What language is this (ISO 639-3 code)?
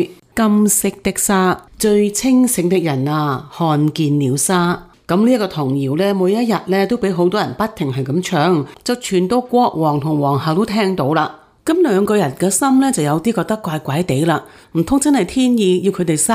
yue